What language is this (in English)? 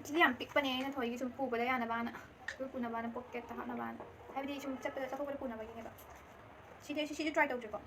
Manipuri